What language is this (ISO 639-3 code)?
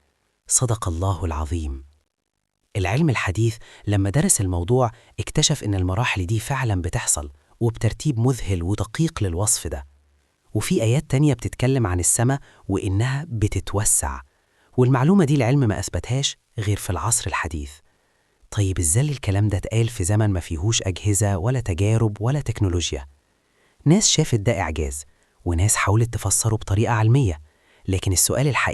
arz